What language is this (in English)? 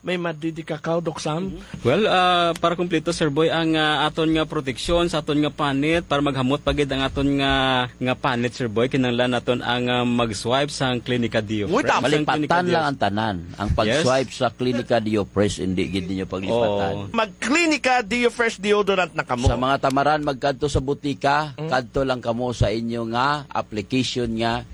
Hiligaynon